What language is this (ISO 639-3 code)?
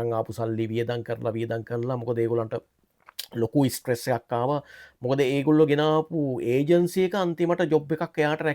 sin